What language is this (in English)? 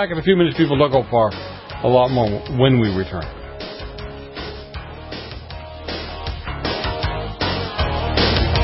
English